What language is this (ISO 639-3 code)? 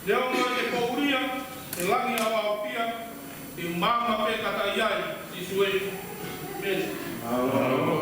ton